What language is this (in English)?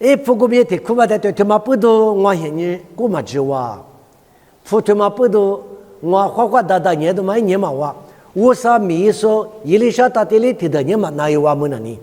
Lisu